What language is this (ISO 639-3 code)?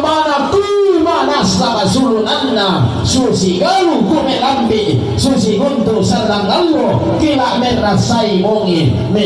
sda